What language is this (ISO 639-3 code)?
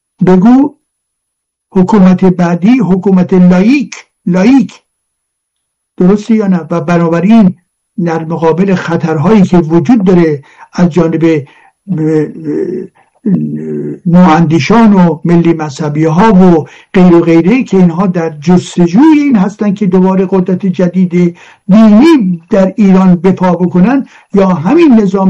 fas